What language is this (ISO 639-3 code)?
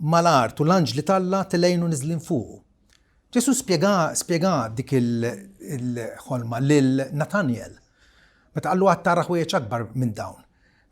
mlt